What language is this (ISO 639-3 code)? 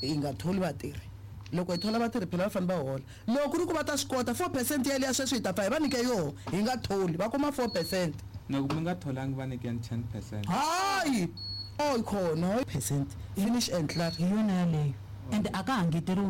tso